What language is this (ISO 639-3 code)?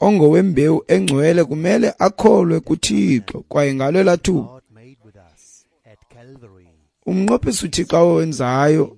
xho